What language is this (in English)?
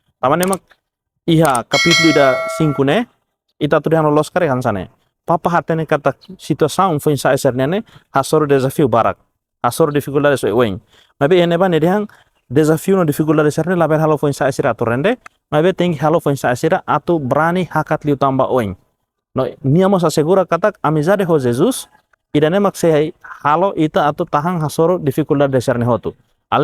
Tetum